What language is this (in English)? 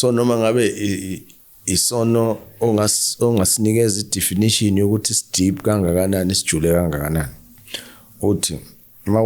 Zulu